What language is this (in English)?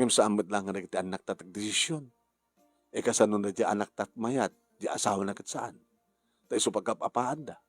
Iloko